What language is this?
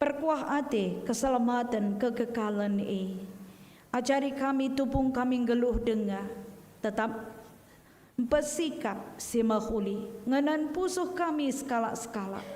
Batak Karo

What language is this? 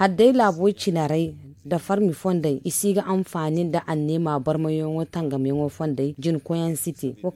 Zarma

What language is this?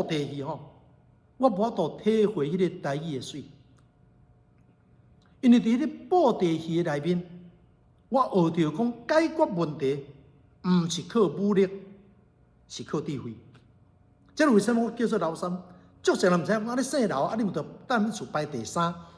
Min Nan Chinese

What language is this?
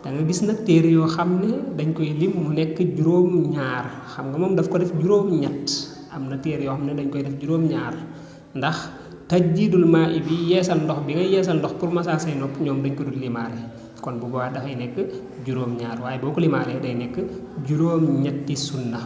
Wolof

